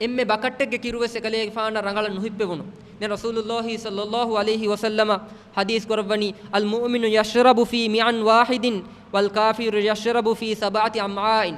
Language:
Divehi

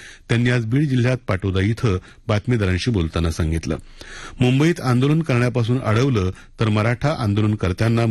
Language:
Marathi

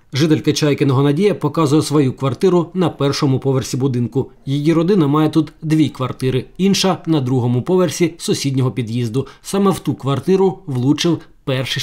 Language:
Ukrainian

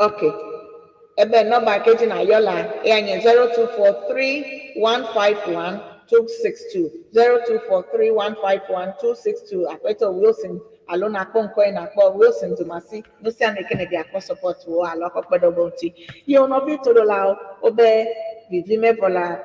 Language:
Ewe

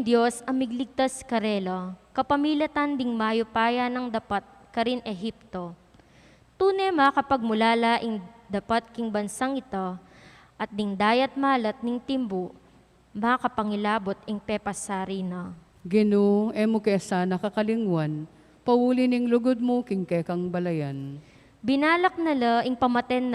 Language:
Pampanga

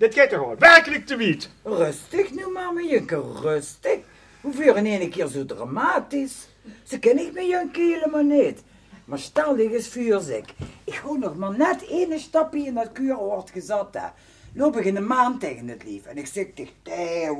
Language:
Limburgish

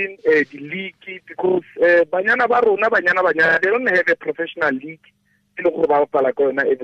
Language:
Tswana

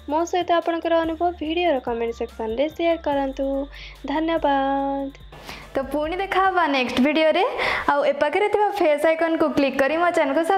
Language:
Odia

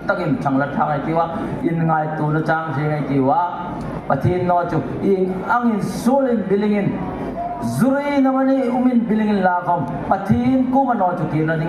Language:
Hmar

